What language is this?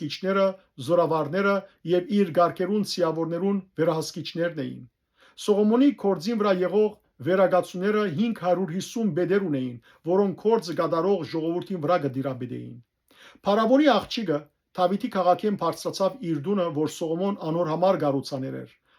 Western Armenian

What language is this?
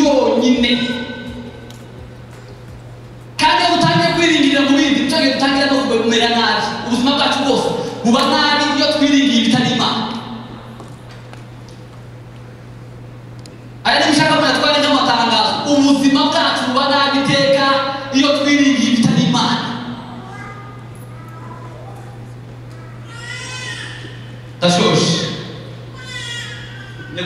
Kinyarwanda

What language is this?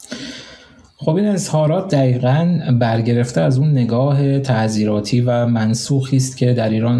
Persian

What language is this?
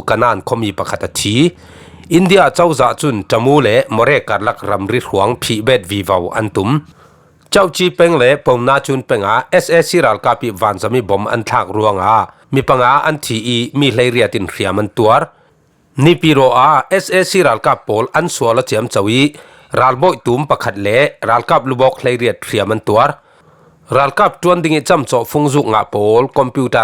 Falam Chin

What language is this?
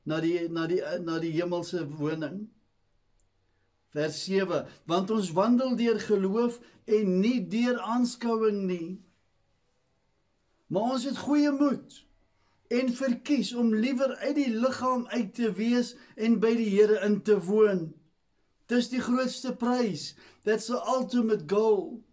Afrikaans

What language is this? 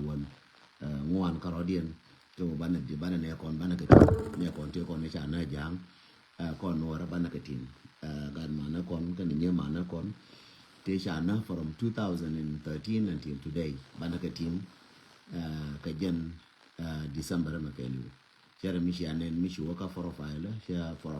Nuer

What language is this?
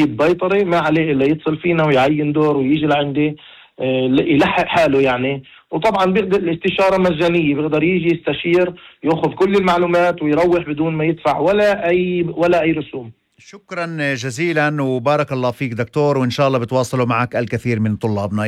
North Levantine Arabic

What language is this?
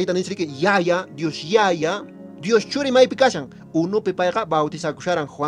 Quechua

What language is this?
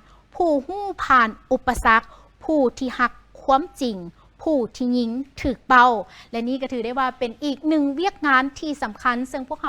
Lao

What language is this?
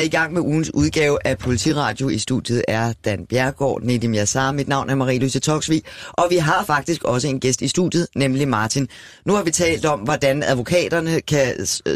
Danish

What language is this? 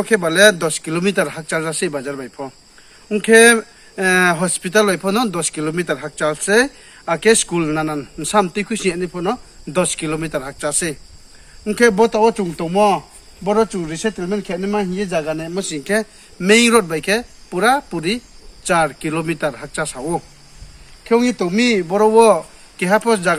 Riang (India)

